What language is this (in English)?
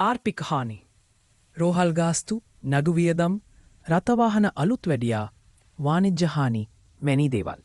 Sinhala